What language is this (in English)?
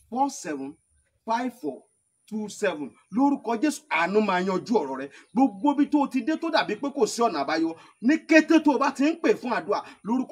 Yoruba